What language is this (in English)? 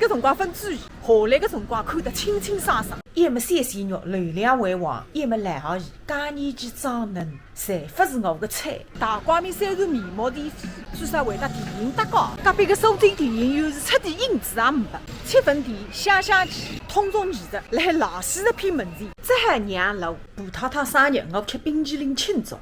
Wu Chinese